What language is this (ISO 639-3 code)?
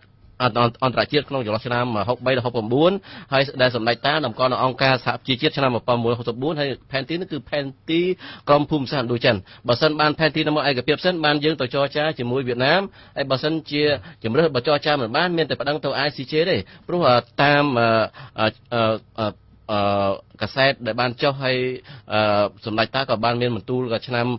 khm